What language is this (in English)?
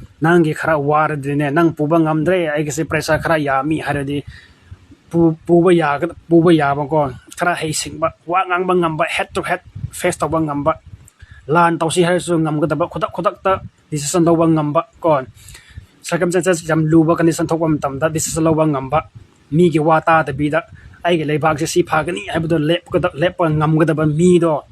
Manipuri